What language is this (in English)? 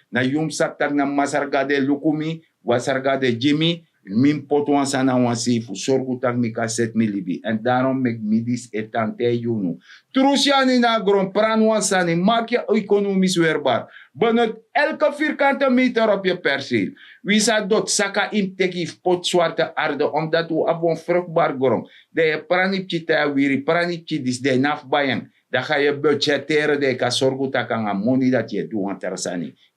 Sranan Tongo